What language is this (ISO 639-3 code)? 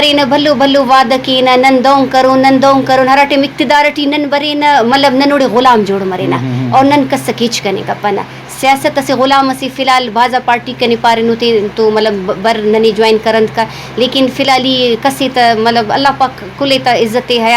brh